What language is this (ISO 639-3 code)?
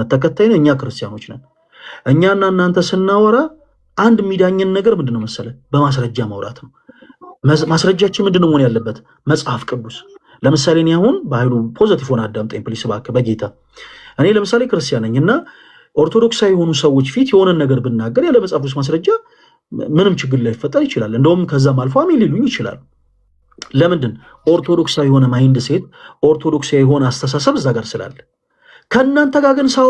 amh